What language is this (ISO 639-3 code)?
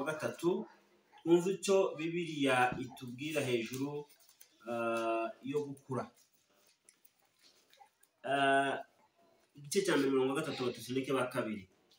kin